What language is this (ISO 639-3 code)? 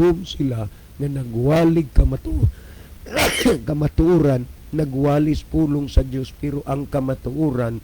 ceb